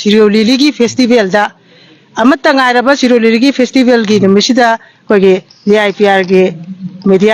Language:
Manipuri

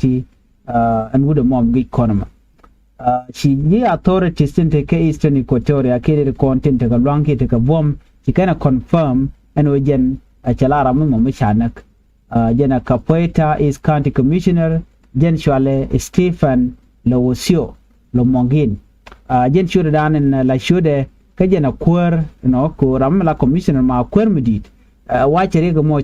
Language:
Nuer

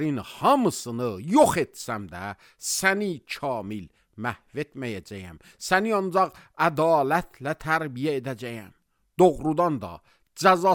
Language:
Azerbaijani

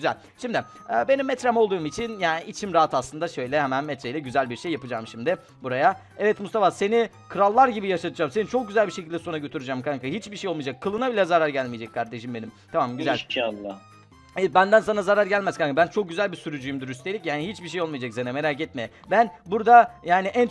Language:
Turkish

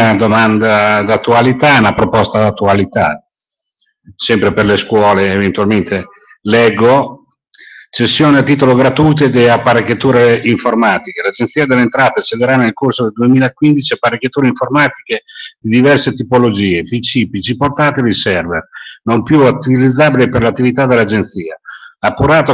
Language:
Italian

